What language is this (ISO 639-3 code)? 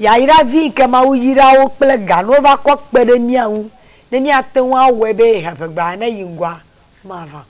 ewe